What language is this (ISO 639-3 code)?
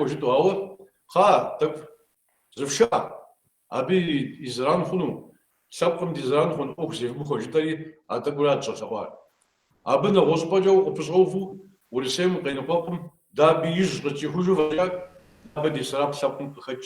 kbd